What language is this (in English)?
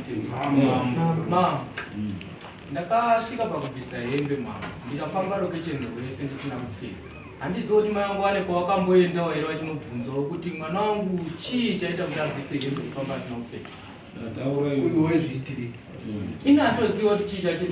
Shona